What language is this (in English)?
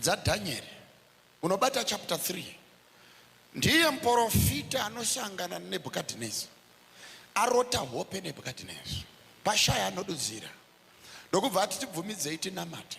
Shona